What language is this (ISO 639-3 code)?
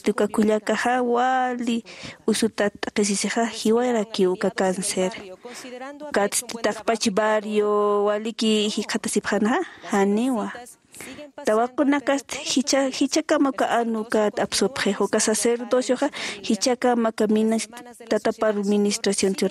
aym